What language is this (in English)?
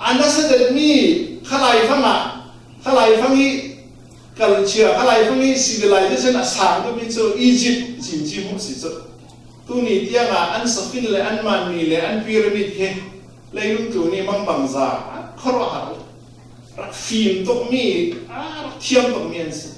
Falam Chin